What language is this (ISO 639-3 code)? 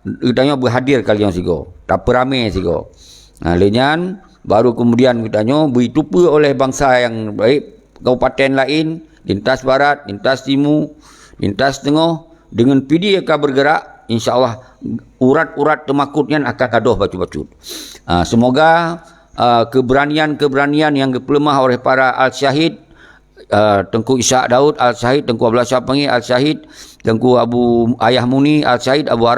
ace